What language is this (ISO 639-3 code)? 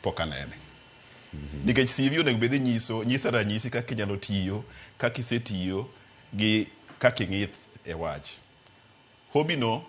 luo